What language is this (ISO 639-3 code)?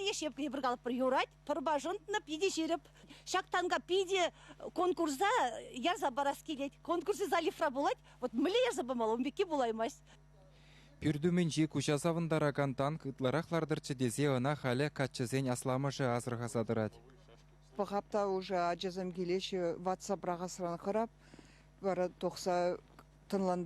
chv